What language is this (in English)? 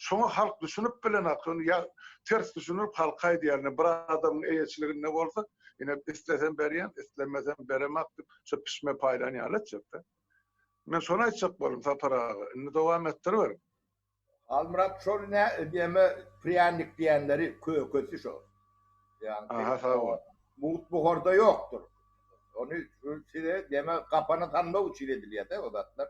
Turkmen